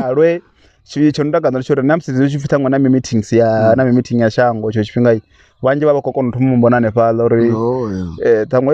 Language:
Venda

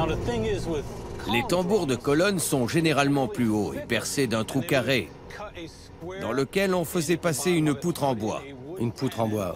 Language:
French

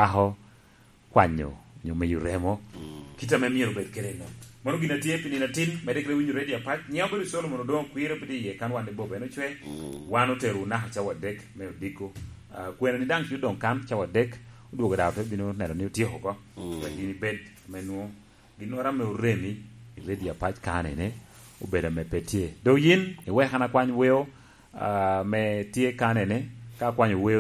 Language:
Lango (Uganda)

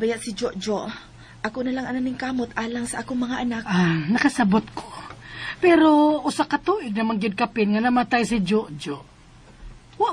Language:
Cebuano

